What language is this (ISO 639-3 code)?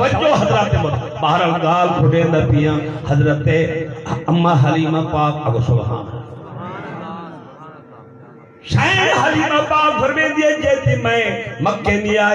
skr